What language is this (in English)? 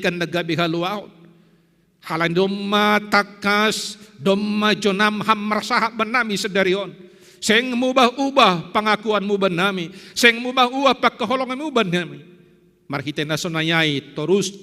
Batak Simalungun